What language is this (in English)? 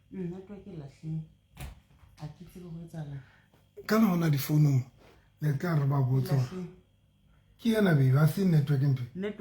Southern Sotho